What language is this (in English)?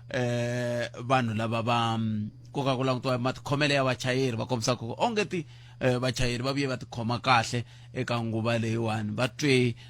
Tsonga